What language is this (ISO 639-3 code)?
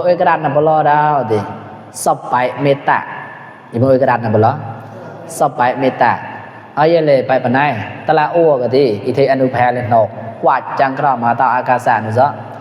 mnw